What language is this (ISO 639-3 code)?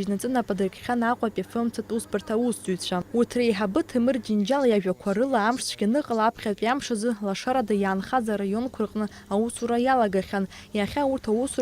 abk